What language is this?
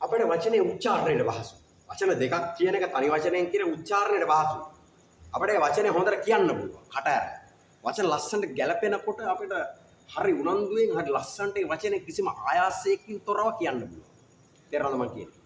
Sinhala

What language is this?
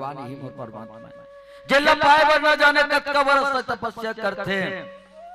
Chhattisgarhi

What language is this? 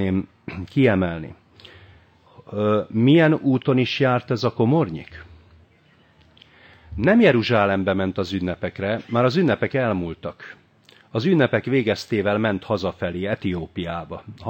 Hungarian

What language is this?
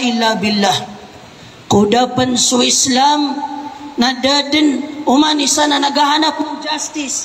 Maranao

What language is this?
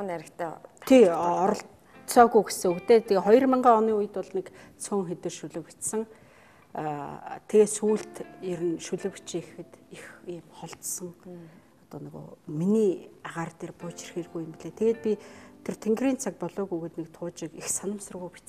Mongolian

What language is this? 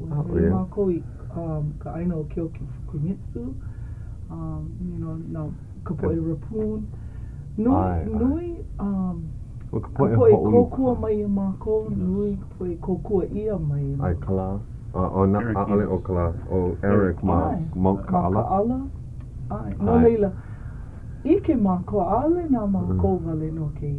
Hawaiian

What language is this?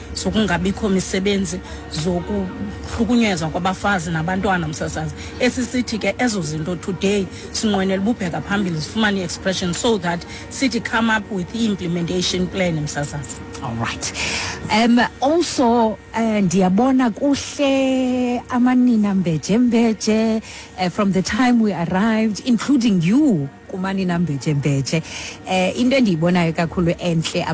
Xhosa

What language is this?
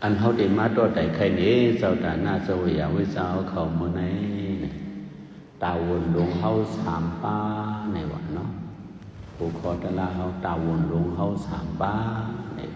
Shan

